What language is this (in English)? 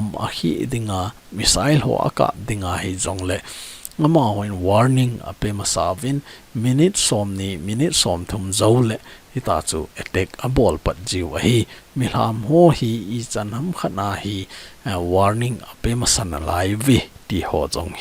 Thado Chin